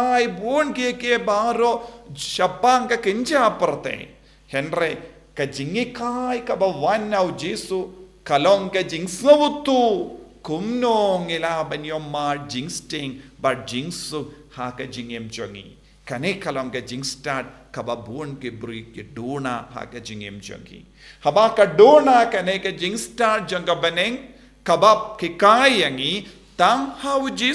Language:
Khasi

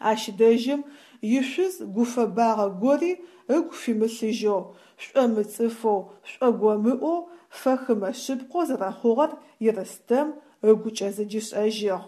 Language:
Adyghe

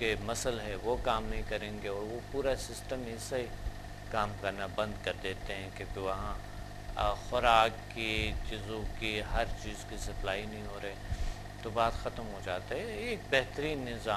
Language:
Urdu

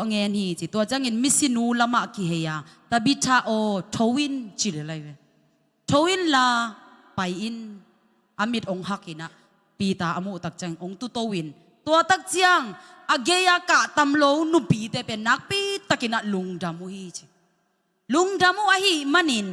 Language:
Tedim Chin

